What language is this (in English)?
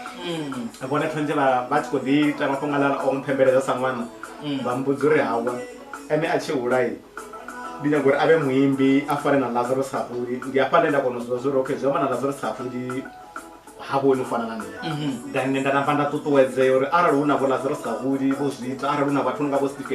Venda